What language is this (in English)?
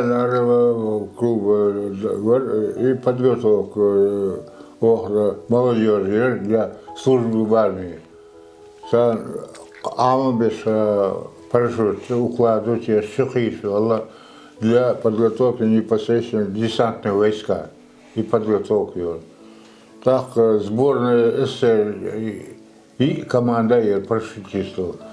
Chechen